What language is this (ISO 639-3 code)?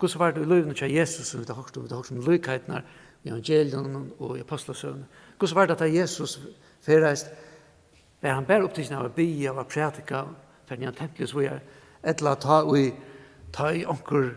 fao